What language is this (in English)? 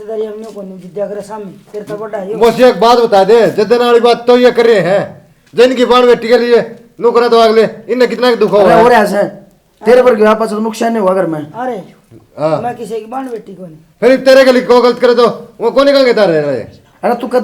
Haryanvi